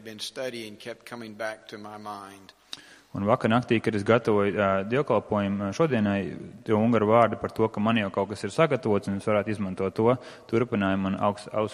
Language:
Latvian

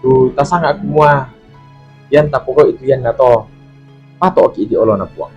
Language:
Toraja-Sa'dan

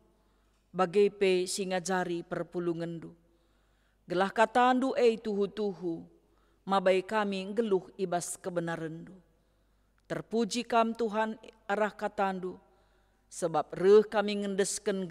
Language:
Batak Karo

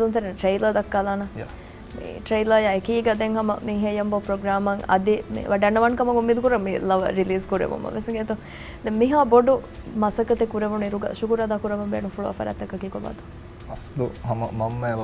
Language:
Divehi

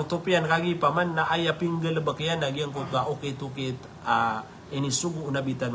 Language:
Maranao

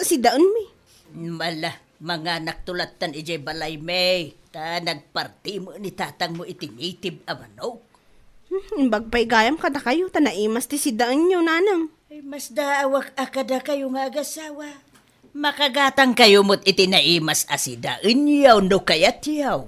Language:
Iloko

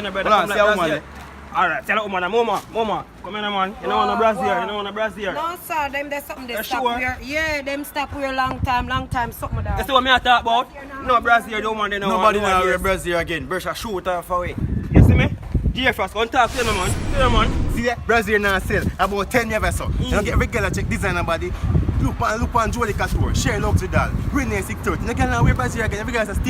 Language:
Jamaican Creole English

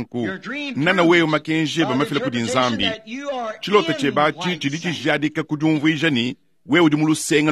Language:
Luba-Lulua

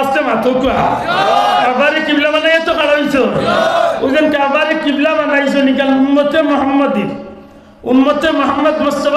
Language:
Sylheti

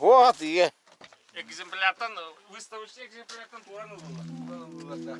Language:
Yakut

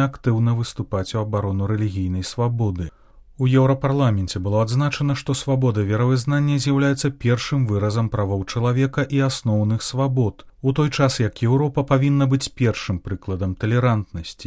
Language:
Belarusian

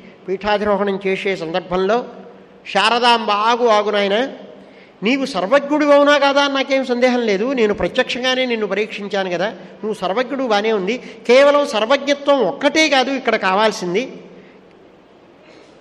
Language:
Telugu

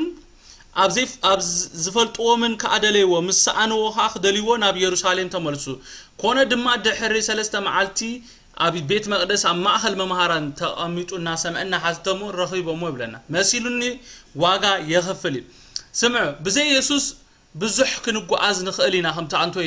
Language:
Tigrinya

